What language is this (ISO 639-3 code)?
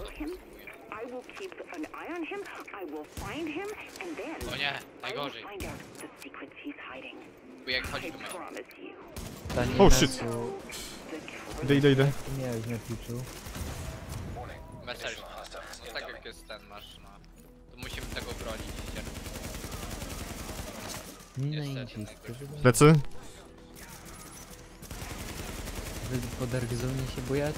pol